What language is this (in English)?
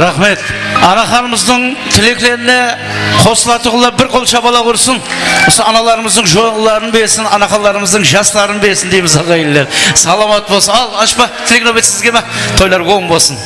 Kara-Kalpak